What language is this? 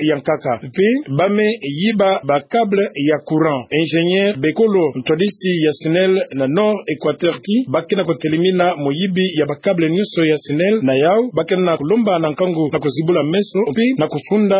Kituba (Democratic Republic of Congo)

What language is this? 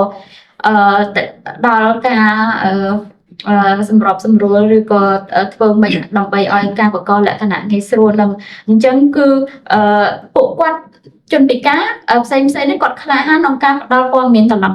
Khmer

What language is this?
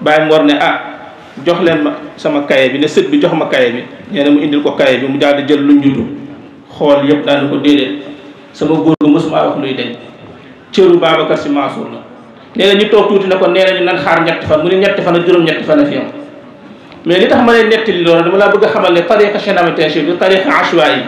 Wolof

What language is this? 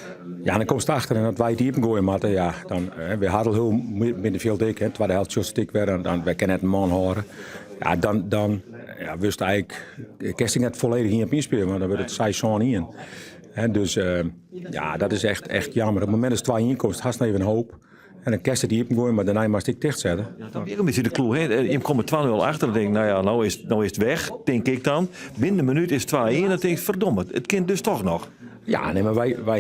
Western Frisian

